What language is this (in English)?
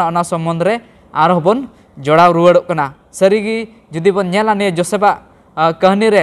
Santali